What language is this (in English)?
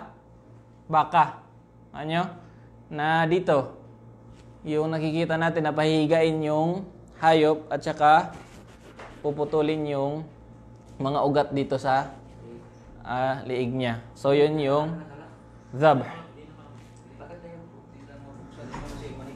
Filipino